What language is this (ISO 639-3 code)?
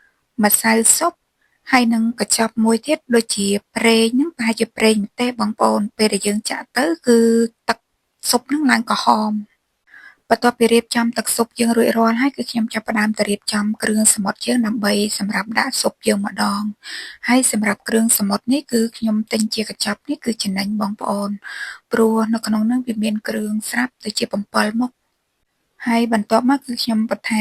khm